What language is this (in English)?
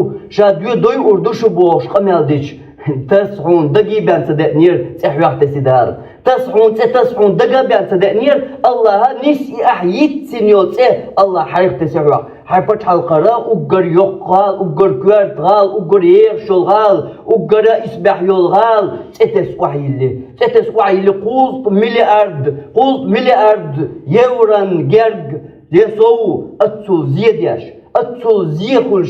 Chechen